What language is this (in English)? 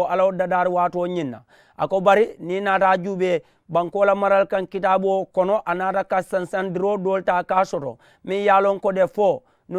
Mandingo